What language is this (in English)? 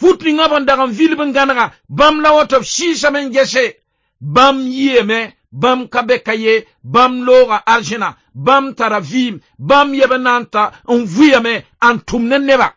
Mossi